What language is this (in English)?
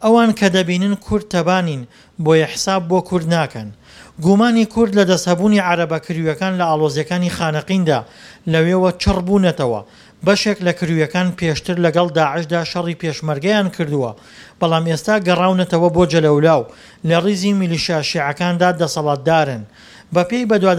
Central Kurdish